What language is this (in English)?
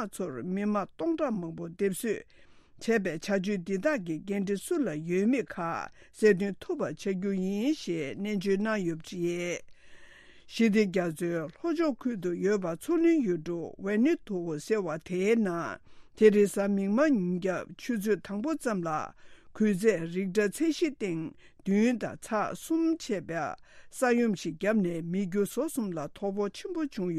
Tibetan